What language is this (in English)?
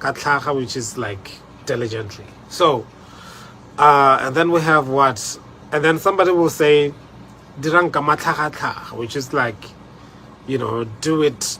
Tswana